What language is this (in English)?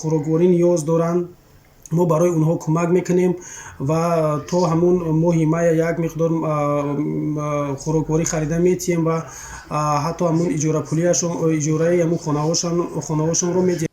Tajik